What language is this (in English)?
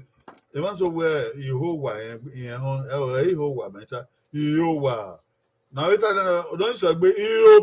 Bini